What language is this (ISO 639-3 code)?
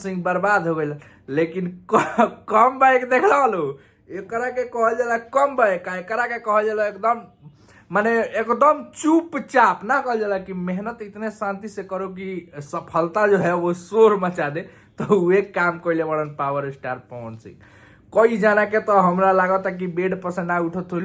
bho